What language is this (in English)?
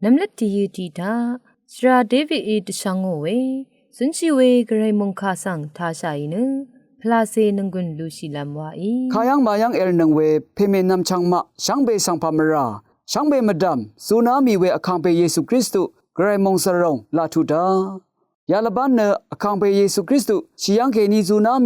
Rawang